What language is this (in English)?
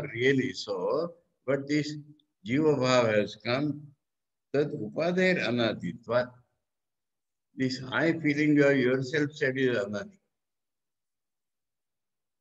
English